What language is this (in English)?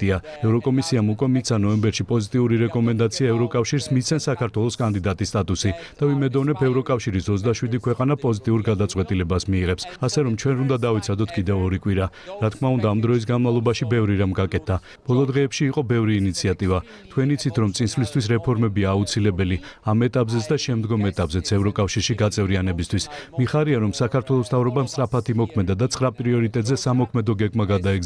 Georgian